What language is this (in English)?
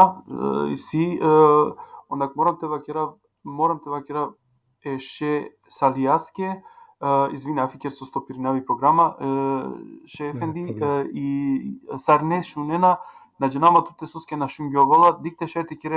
Balkan Romani